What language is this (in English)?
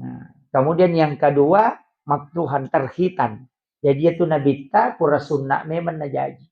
Buginese